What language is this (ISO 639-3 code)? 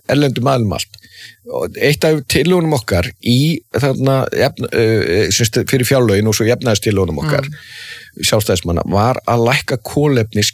isl